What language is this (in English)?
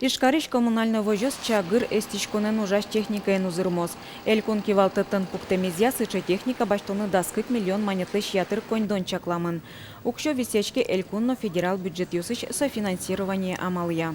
Udmurt